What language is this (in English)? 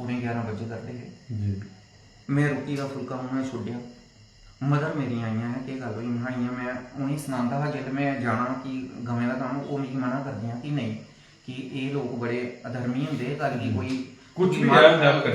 Dogri